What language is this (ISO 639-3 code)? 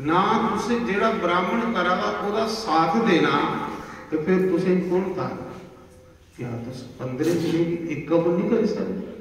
doi